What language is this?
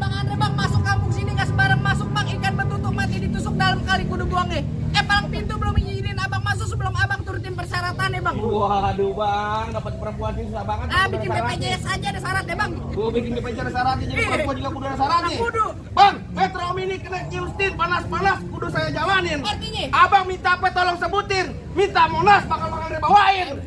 Betawi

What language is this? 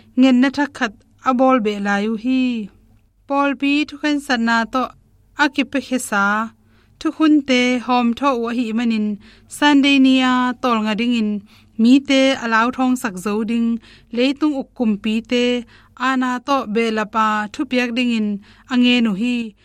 Tedim Chin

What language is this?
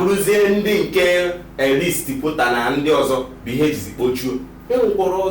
Igbo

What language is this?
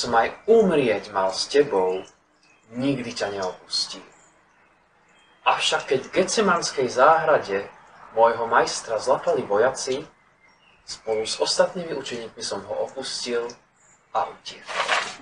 Slovak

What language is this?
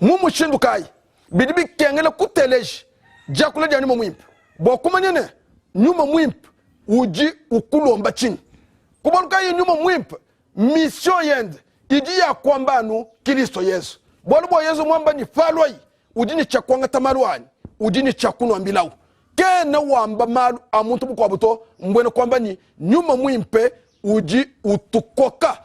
Luba-Lulua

